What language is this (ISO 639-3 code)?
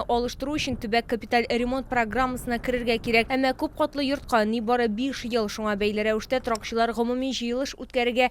tat